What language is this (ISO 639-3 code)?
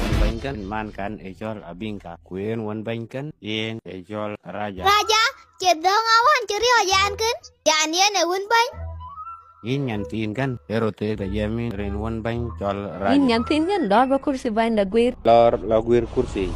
din